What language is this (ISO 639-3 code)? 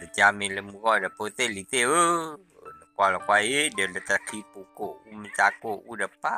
ksw